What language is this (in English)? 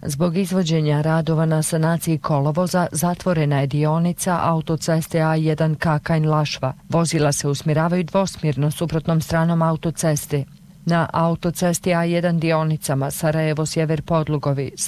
Bosnian